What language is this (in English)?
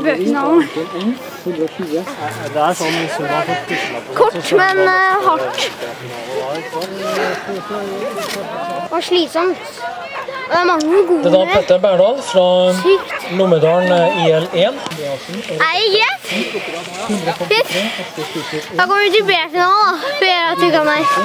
Norwegian